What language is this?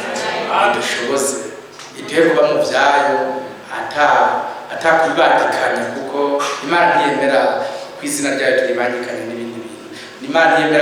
Rundi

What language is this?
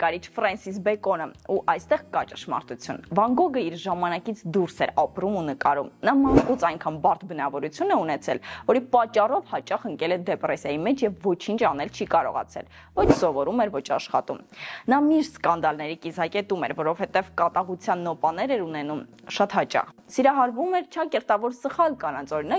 Armenian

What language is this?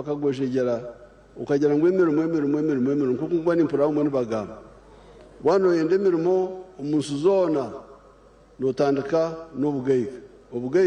Nyankole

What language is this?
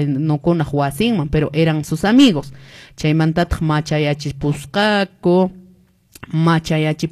Quechua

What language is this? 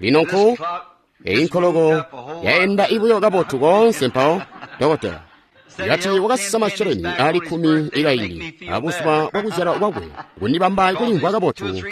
Tonga (Zambia)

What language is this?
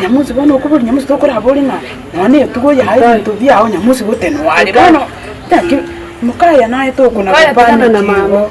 Gusii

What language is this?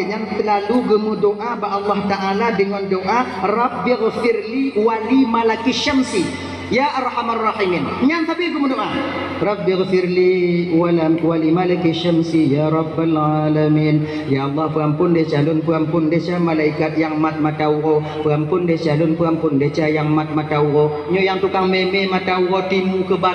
Achinese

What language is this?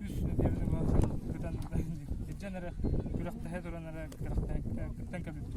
Yakut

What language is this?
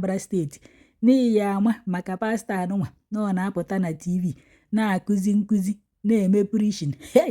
Igbo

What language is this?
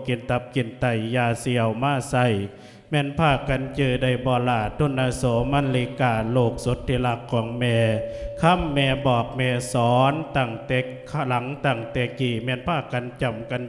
Lao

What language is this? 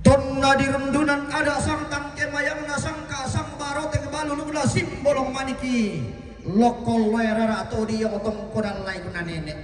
Toraja-Sa'dan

